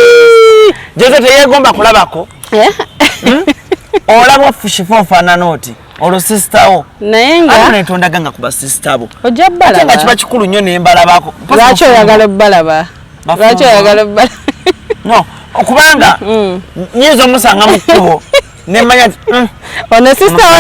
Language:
Ganda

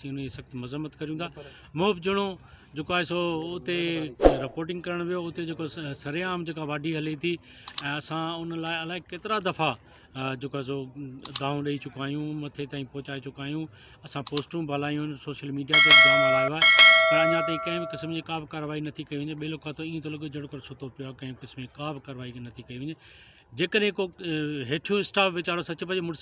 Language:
Sindhi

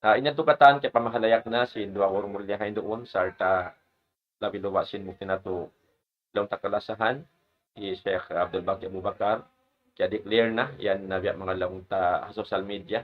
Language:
Tausug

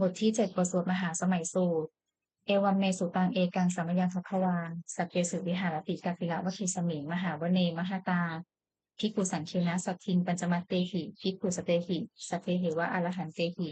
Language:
Pali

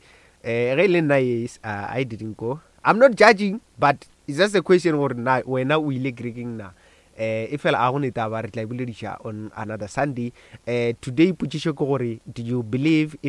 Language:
Northern Sotho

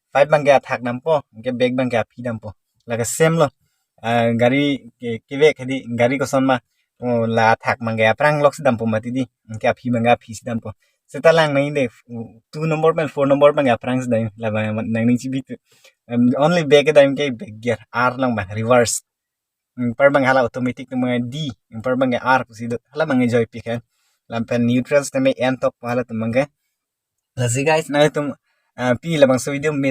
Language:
Karbi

